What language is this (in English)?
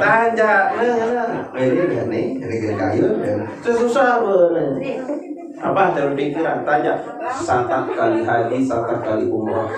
Sasak